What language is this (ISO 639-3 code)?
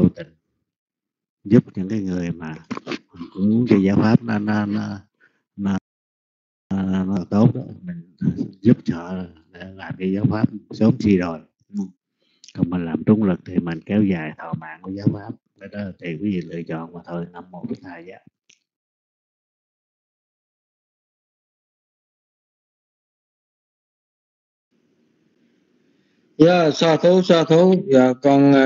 vie